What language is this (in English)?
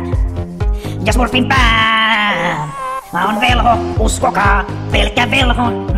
Finnish